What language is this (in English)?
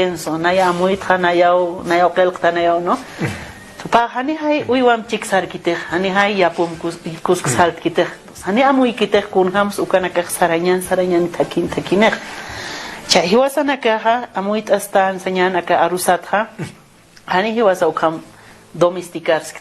Aymara